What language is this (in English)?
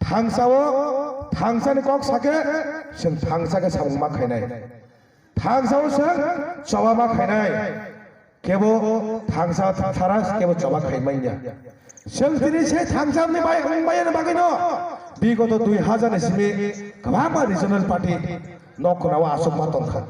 Kok Borok